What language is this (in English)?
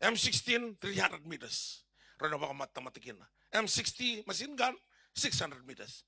Fijian